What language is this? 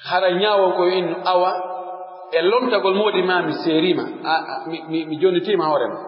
Pular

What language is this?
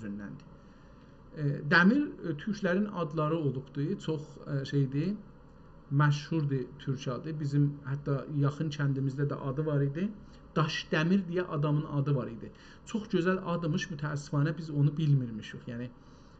South Azerbaijani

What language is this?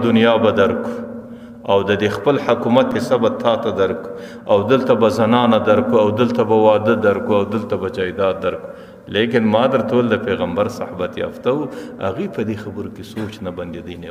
Pashto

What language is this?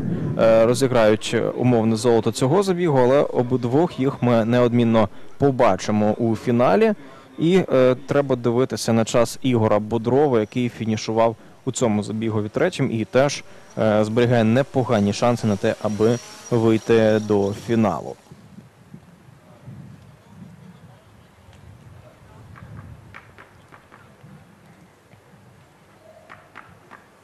Ukrainian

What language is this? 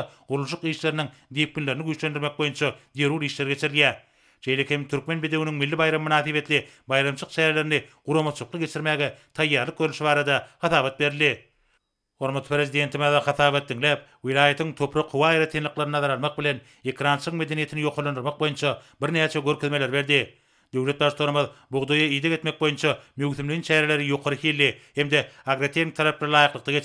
Turkmen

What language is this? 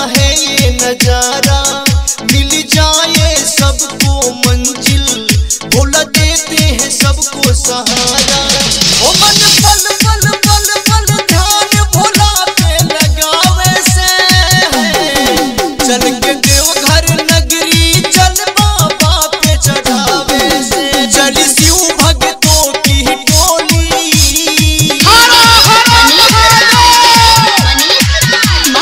Bhojpuri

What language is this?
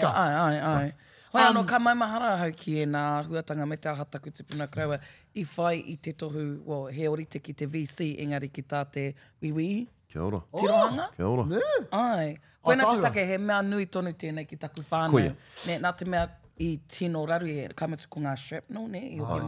Māori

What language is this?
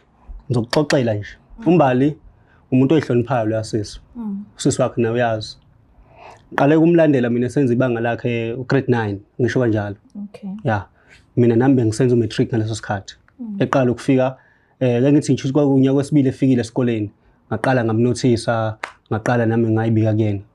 Zulu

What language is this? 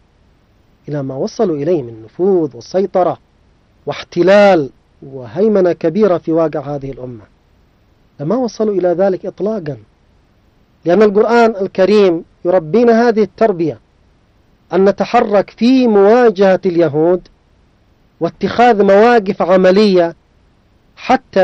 Arabic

